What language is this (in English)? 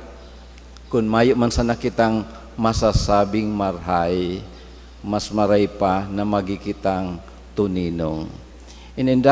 Bikol